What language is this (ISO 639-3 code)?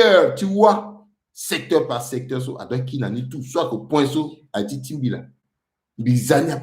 sag